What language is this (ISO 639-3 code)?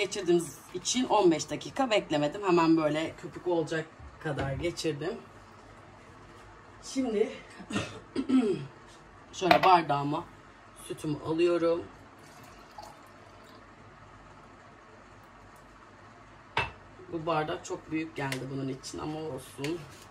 tur